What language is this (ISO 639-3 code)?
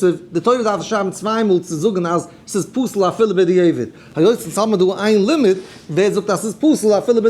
yid